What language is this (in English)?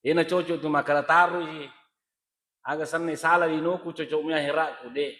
Buginese